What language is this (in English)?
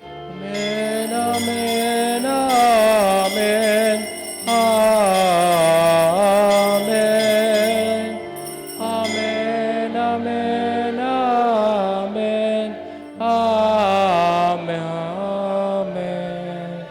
Pampanga